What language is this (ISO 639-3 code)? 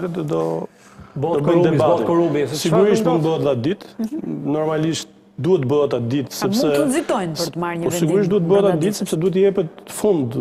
sqi